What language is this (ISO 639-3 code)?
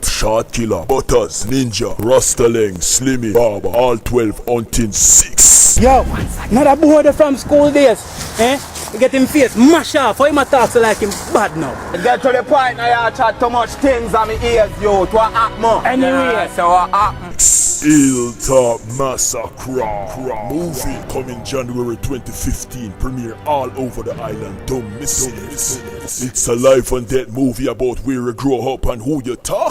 jam